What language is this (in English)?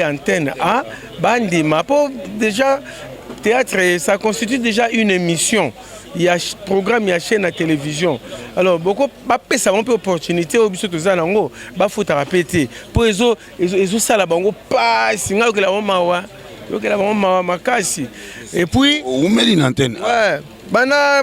Lingala